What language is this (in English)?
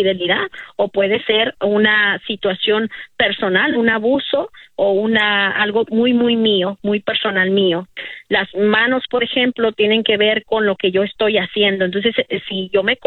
Spanish